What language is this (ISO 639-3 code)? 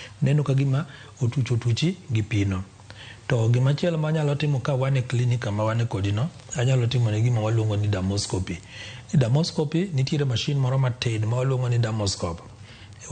luo